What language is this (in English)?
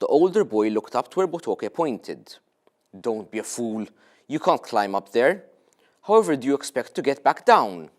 English